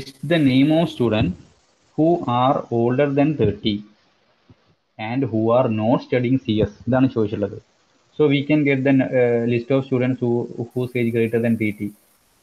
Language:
Malayalam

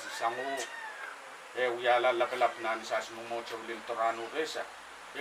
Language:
Pohnpeian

